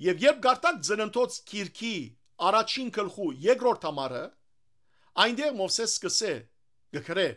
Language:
Western Armenian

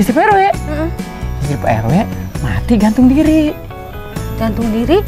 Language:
Betawi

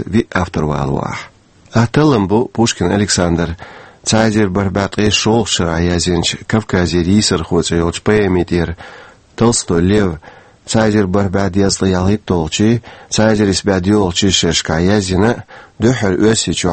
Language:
Chechen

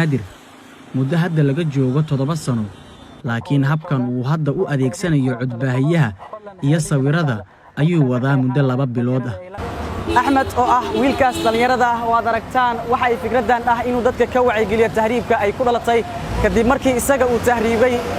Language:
Somali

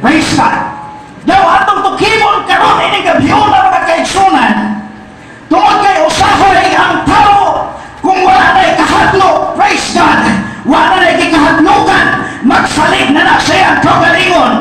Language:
Cebuano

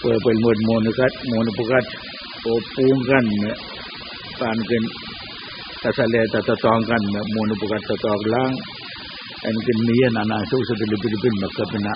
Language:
Pohnpeian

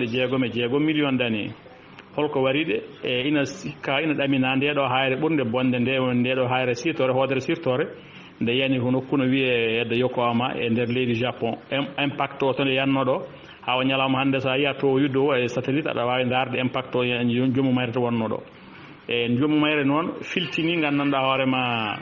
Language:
Fula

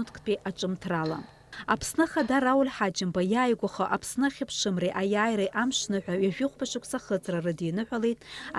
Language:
Abkhazian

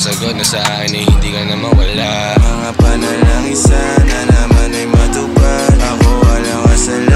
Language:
Filipino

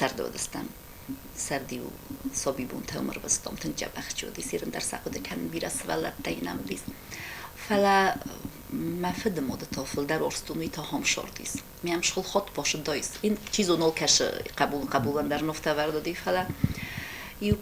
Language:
Ossetic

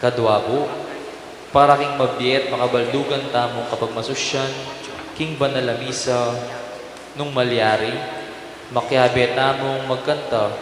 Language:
Pampanga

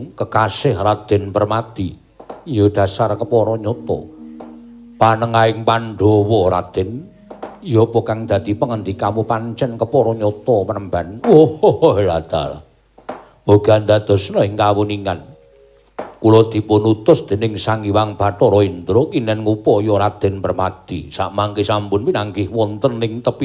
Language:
Javanese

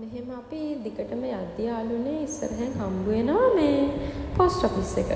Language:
Sinhala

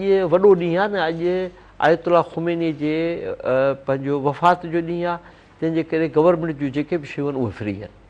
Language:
Sindhi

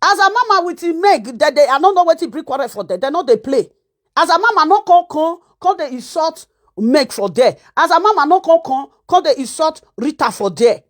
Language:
Nigerian Pidgin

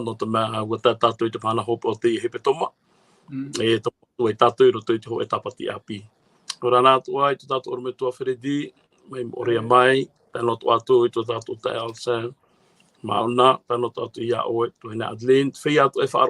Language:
Tahitian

